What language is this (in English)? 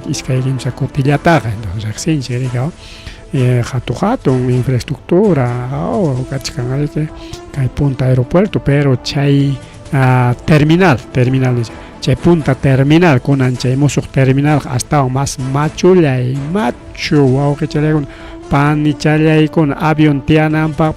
Ayacucho Quechua